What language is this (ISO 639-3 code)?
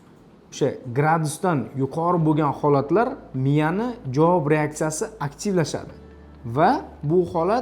uzb